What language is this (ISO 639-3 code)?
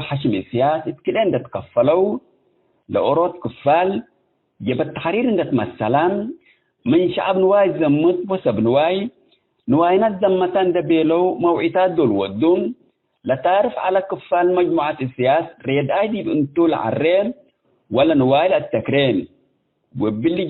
tig